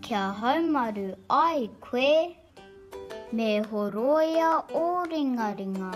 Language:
Māori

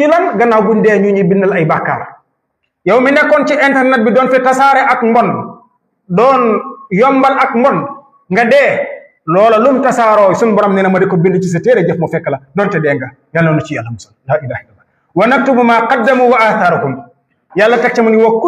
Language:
Wolof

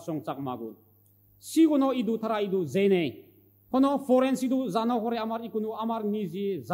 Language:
Chakma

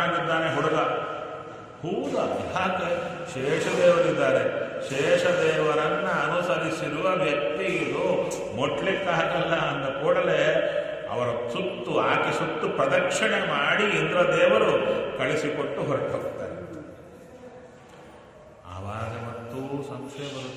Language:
Kannada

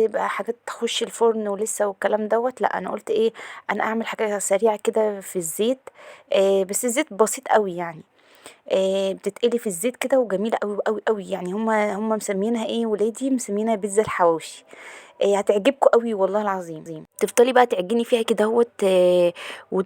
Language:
Egyptian Arabic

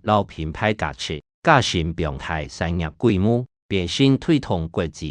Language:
Hakka Chinese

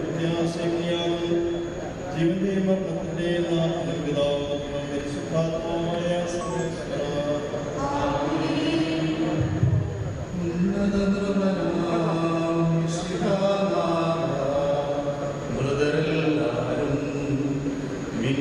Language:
Malayalam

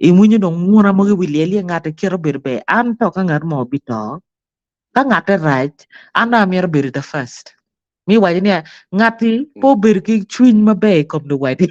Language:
Acoli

